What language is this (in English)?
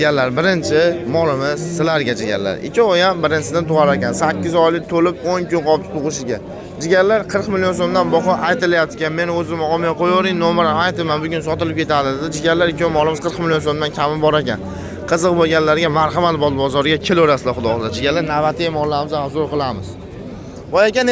Uzbek